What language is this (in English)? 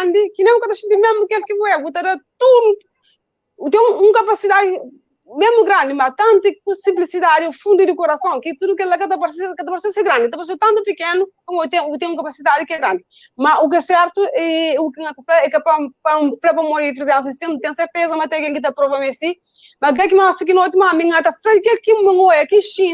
Kabuverdianu